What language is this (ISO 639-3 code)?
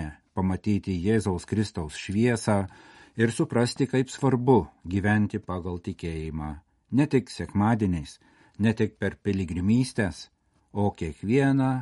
lit